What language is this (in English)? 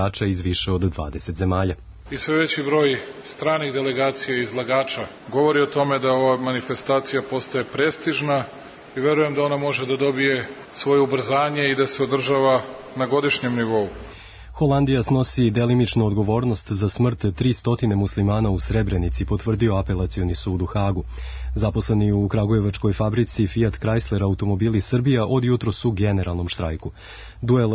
Serbian